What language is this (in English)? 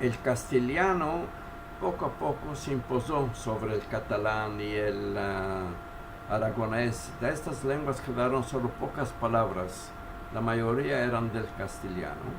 Ladino